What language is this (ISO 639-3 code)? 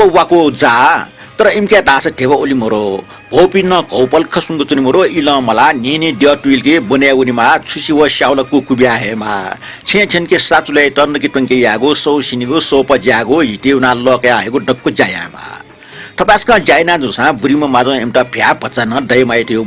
new